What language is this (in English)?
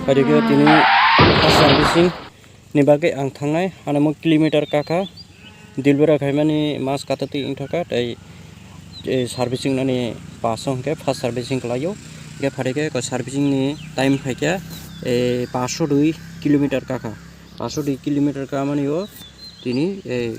Kok Borok